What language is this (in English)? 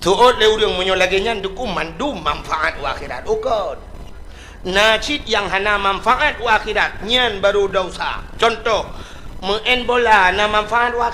Achinese